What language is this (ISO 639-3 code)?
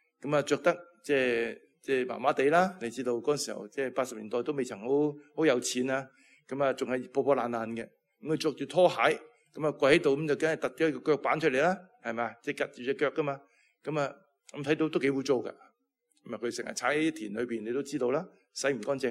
yue